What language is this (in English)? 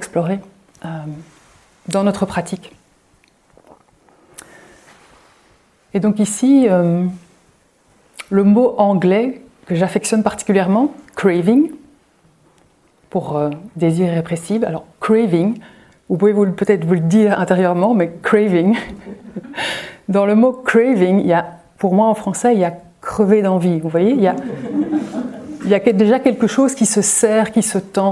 French